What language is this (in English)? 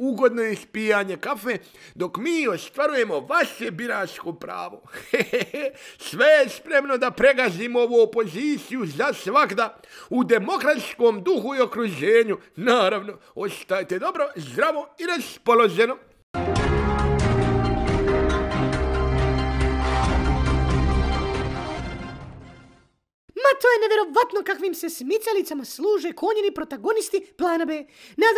Bosnian